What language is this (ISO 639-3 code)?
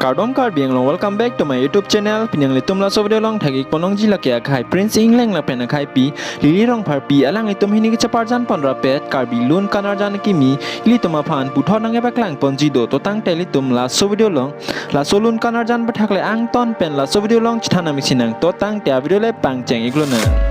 mjw